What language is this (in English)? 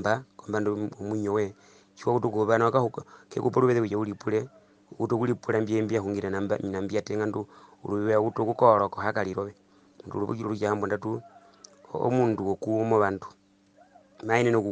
Herero